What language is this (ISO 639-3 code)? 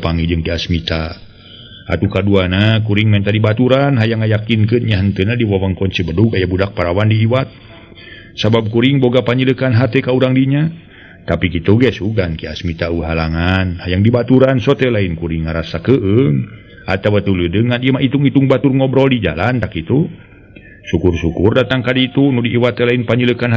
sun